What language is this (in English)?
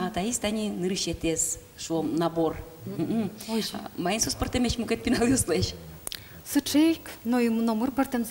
Udmurt